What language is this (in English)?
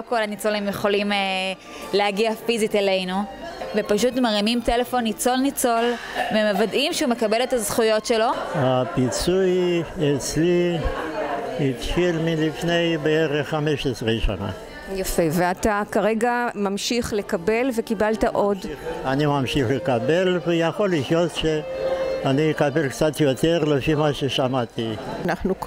Hebrew